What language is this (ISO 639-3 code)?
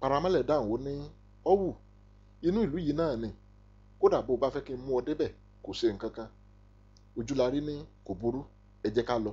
yor